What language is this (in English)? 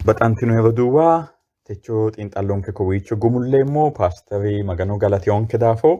Sidamo